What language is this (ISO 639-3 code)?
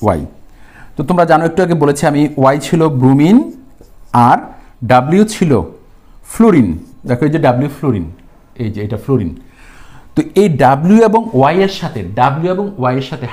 ben